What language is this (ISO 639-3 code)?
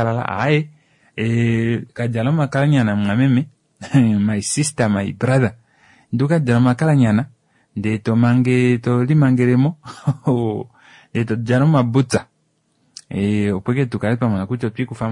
kua